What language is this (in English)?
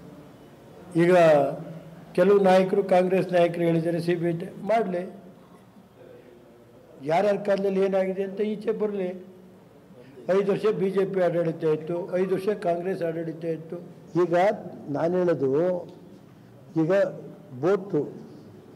Kannada